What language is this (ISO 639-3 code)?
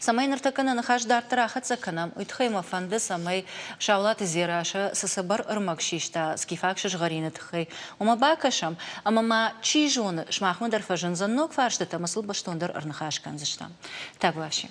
oss